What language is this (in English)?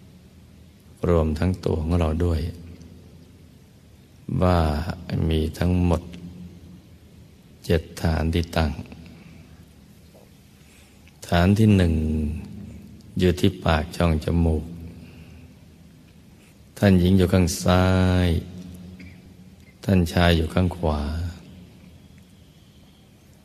Thai